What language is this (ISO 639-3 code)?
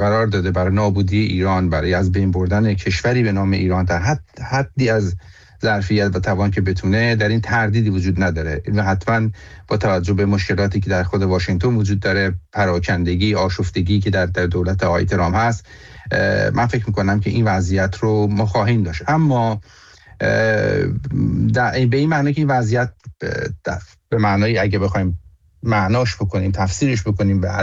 fas